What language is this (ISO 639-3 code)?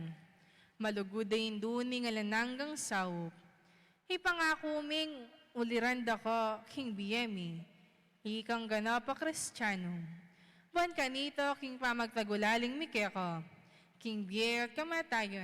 pam